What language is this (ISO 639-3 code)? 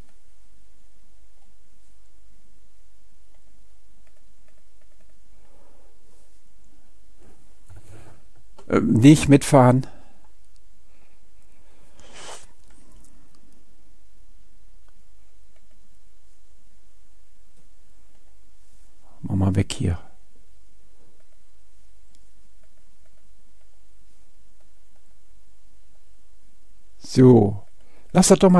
deu